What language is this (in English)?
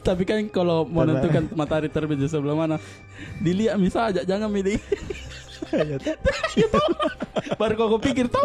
Makassar Malay